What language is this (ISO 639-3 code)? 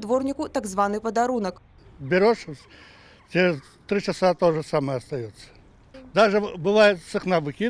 bel